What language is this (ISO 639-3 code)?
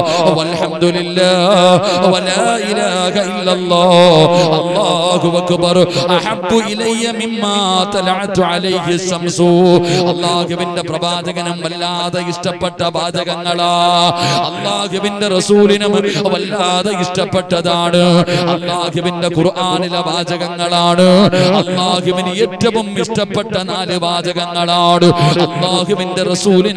mal